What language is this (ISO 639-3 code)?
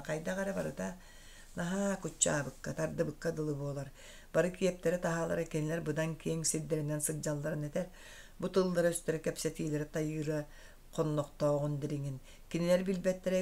sah